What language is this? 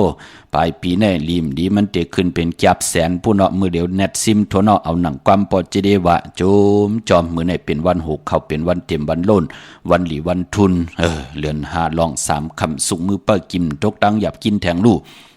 Shan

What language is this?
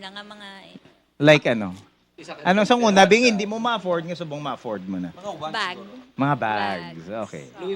Hiligaynon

